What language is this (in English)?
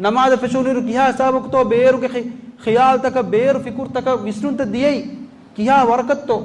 Divehi